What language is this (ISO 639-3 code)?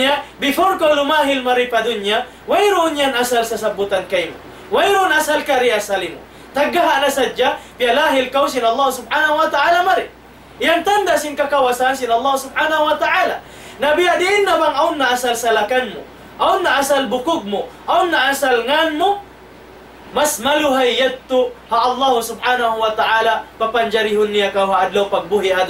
tsg